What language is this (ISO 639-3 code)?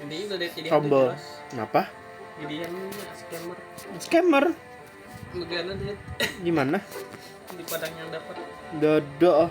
bjn